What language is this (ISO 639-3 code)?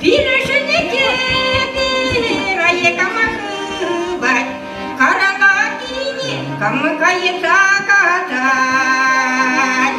chv